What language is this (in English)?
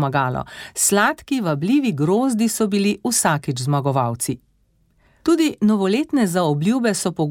Slovenian